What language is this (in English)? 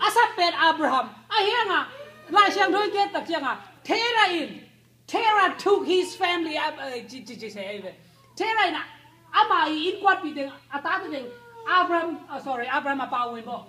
Tedim Chin